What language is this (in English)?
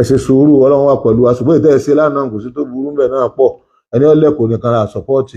Yoruba